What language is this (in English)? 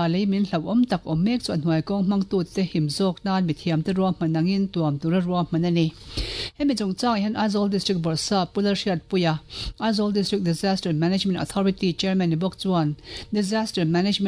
Mizo